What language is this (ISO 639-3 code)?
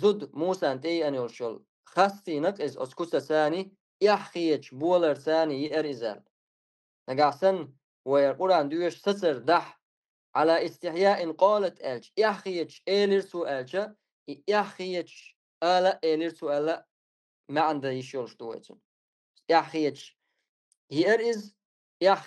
che